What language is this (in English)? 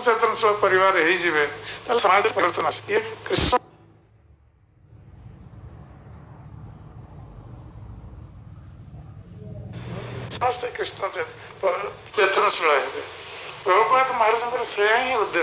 Odia